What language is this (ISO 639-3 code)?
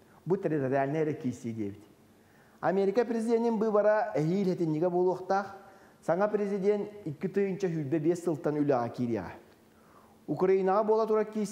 sah